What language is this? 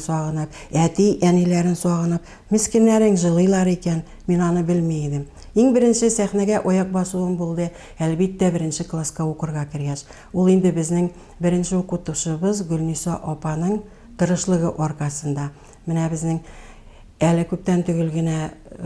Tatar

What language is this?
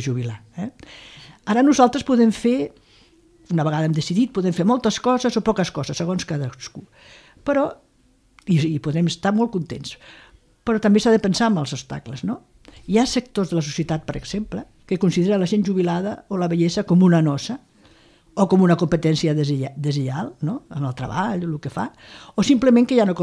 Catalan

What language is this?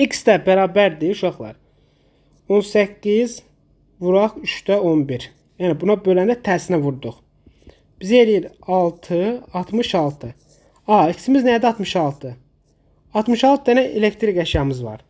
Azerbaijani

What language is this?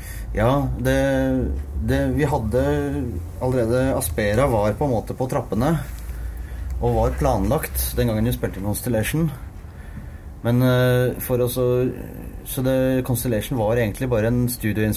Norwegian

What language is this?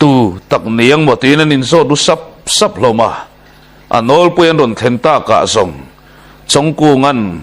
Mizo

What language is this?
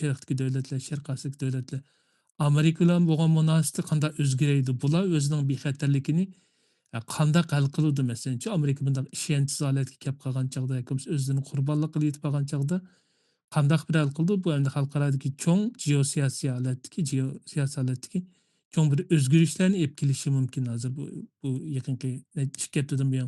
Uyghur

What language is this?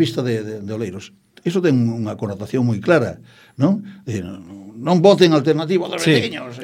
Galician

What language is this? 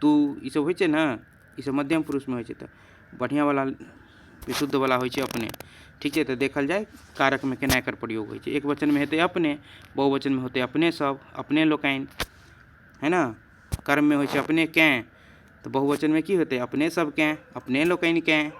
Maithili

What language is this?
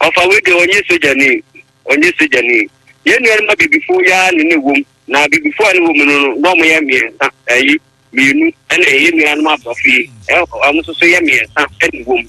Akan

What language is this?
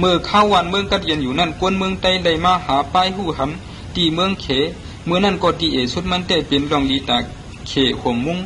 Shan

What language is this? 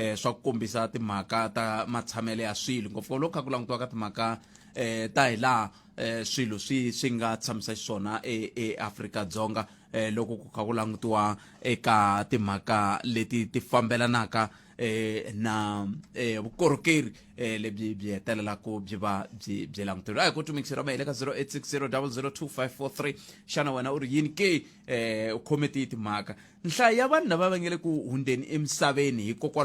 Tsonga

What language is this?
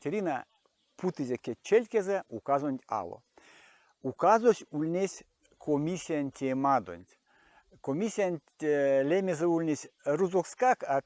Erzya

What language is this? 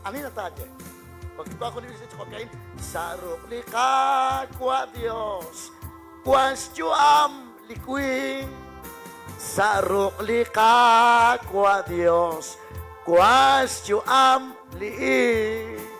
Kekchí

